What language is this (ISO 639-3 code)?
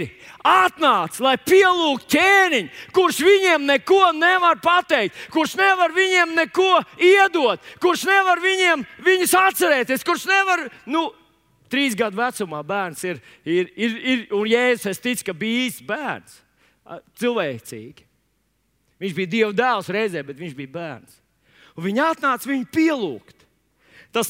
lav